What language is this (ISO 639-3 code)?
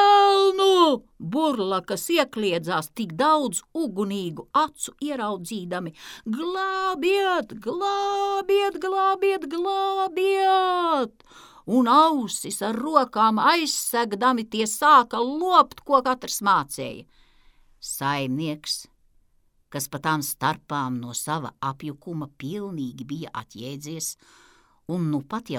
lav